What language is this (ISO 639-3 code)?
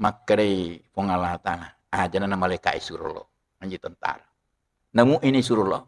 bug